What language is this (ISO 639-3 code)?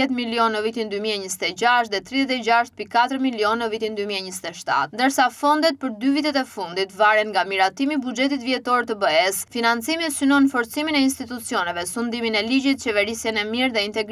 sqi